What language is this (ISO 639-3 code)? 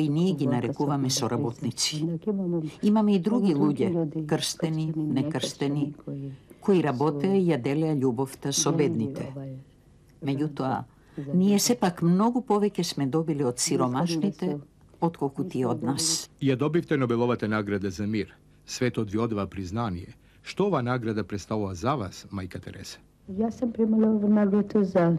mkd